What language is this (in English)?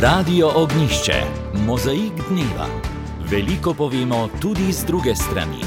Slovenian